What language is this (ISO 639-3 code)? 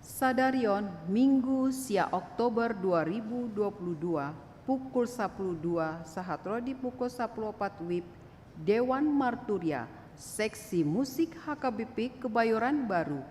bbc